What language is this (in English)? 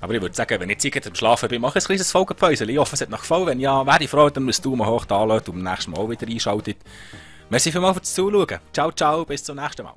Swiss German